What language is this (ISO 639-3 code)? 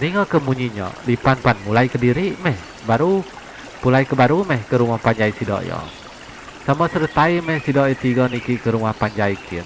iba